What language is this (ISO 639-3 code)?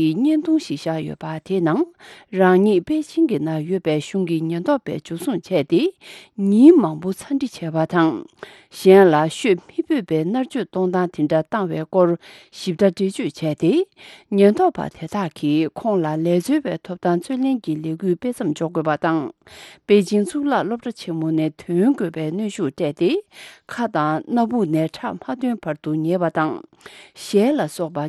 bod